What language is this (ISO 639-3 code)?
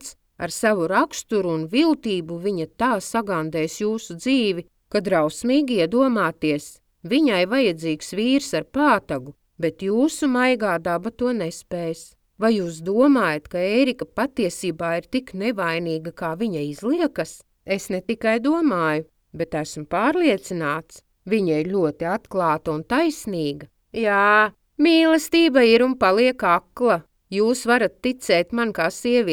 lav